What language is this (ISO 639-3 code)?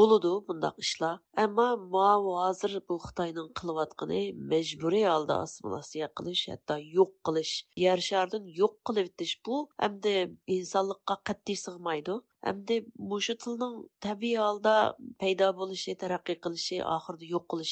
uig